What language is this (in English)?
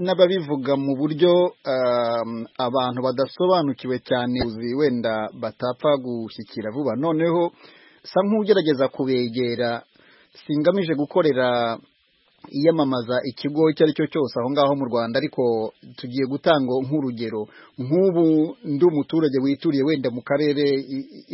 Kinyarwanda